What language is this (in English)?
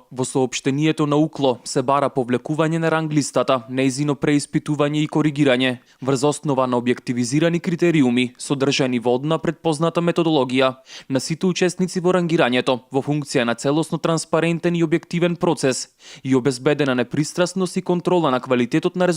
Macedonian